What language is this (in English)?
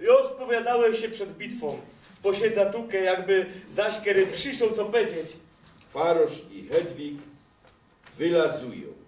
Silesian